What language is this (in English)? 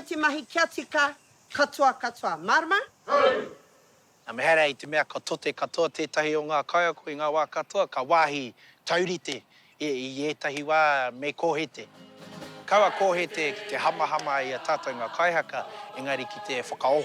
Māori